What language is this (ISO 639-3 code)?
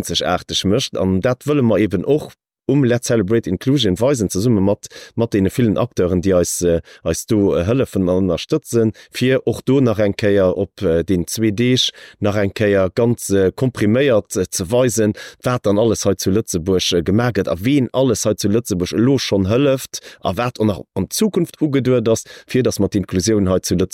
ltz